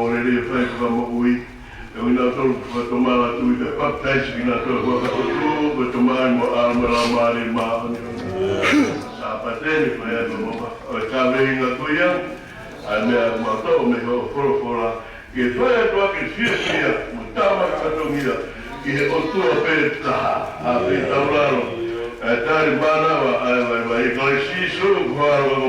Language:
Tongan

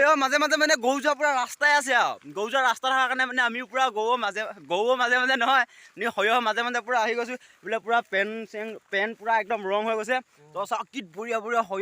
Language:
Assamese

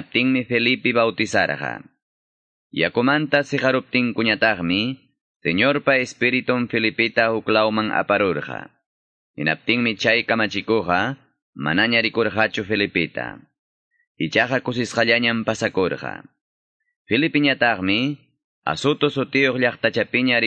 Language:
Quechua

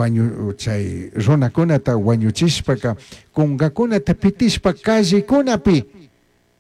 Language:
Chimborazo Highland Quichua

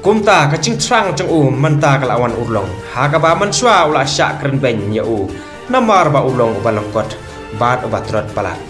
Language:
Khasi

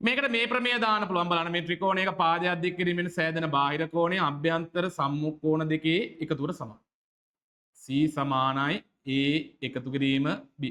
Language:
Sinhala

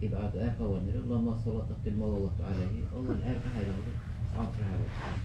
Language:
Dargwa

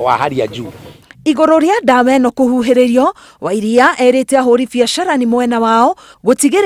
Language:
Kikuyu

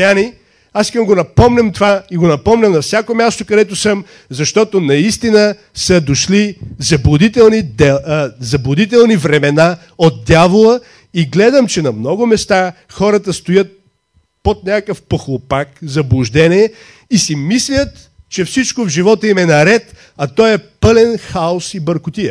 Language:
Bulgarian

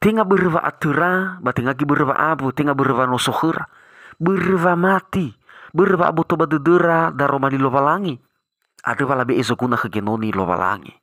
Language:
Nias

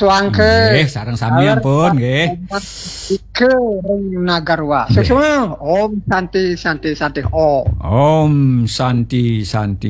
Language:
Balinese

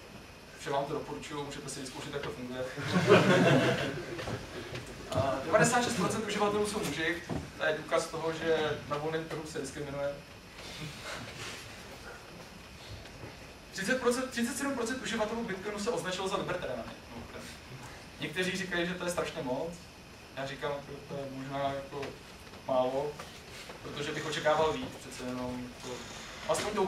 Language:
Czech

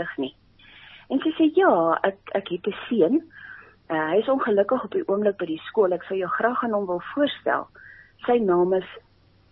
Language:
Afrikaans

